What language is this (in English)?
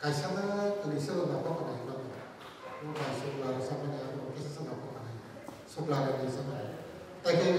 Kok Borok